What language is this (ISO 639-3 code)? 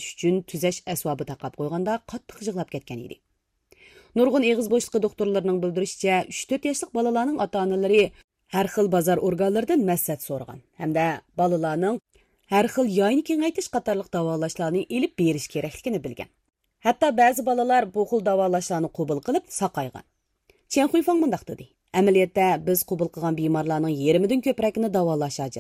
uig